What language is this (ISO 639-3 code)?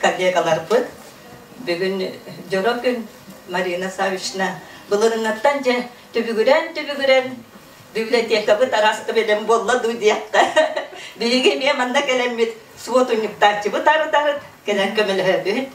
sah